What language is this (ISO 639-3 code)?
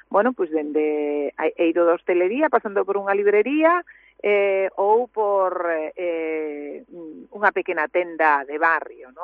glg